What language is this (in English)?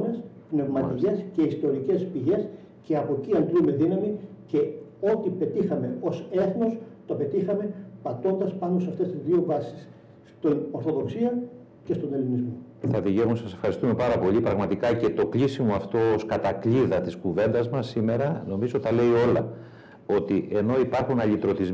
Greek